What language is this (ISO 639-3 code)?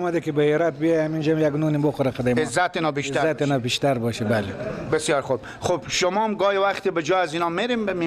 fas